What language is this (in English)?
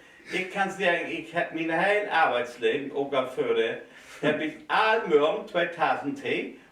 Low German